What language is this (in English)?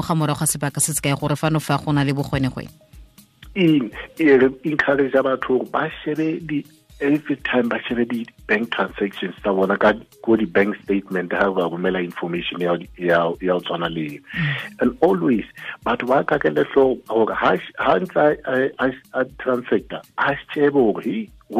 Southern Sotho